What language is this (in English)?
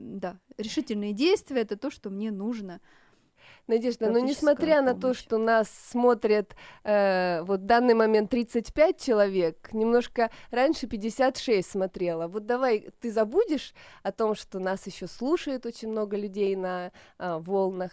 Russian